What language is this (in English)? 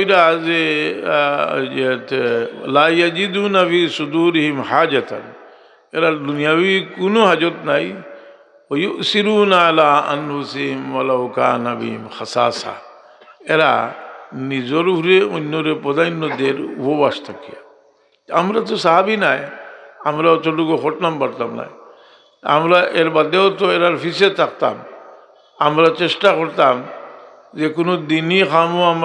Sylheti